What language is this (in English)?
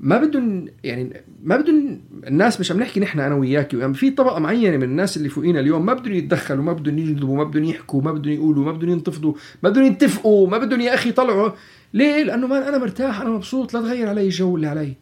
North Levantine Arabic